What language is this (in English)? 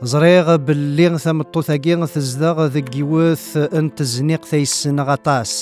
Kabyle